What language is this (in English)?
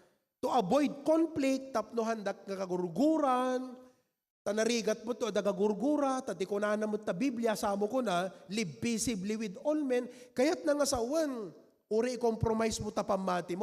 Iloko